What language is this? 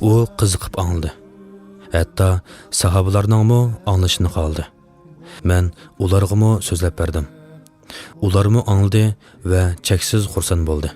Uyghur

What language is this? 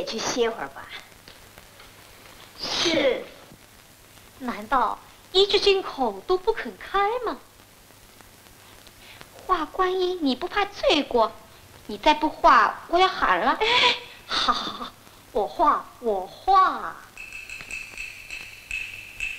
Chinese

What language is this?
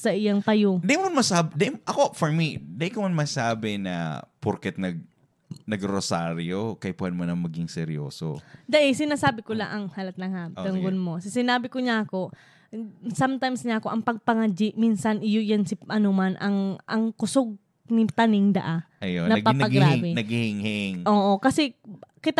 Bikol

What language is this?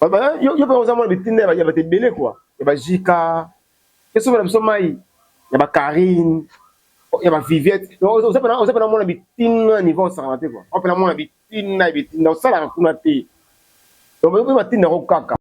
Lingala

